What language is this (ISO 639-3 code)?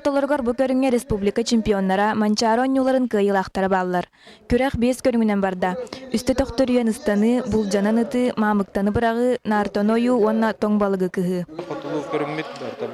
sah